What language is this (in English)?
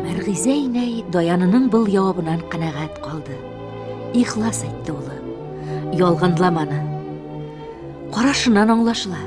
Bashkir